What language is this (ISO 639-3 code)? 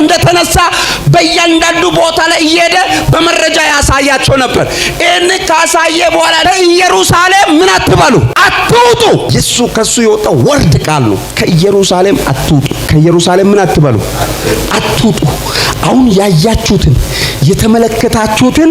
amh